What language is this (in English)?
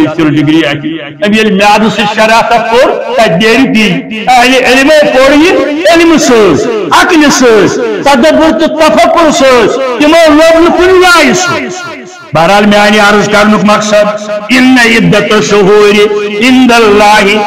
Kashmiri